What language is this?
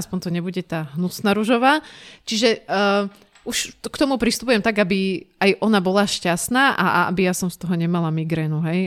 Slovak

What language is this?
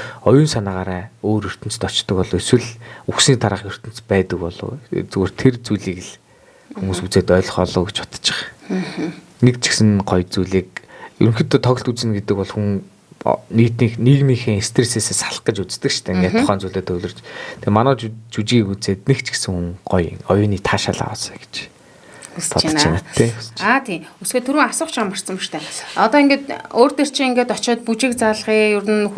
Mongolian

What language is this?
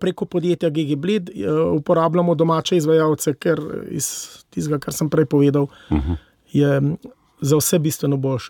Slovenian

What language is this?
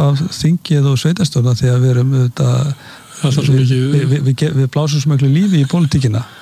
Icelandic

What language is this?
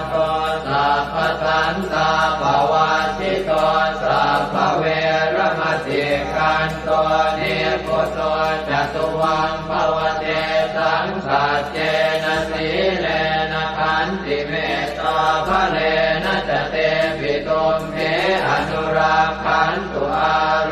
Pali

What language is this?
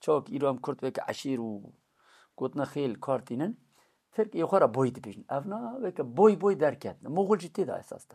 Kurdish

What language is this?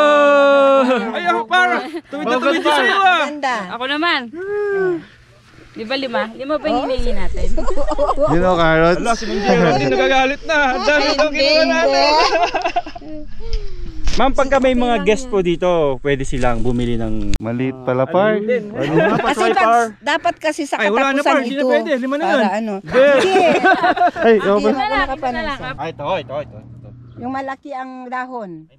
Filipino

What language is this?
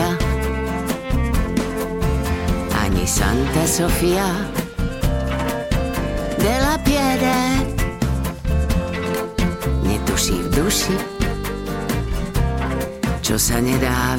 Slovak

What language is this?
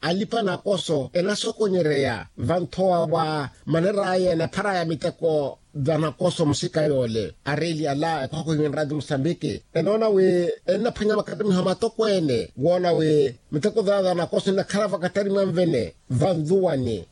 Makhuwa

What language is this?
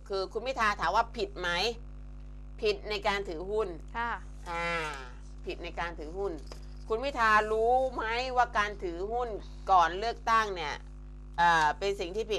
Thai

